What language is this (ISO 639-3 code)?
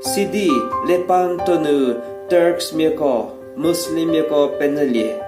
njm